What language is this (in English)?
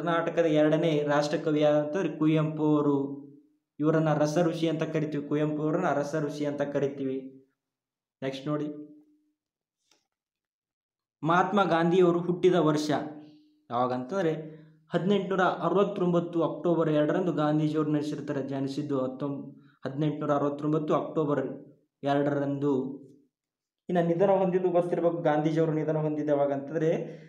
Kannada